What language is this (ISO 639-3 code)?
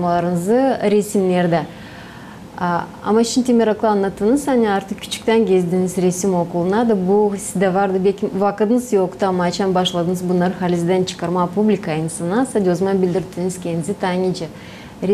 gag